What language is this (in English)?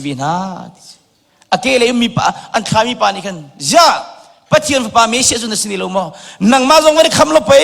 Hakha Chin